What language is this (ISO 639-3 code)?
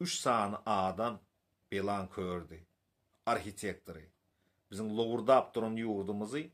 tuk